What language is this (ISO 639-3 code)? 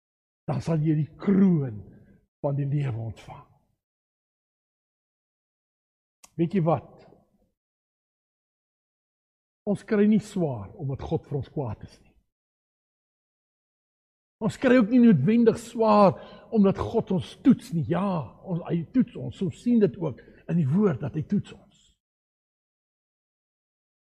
afr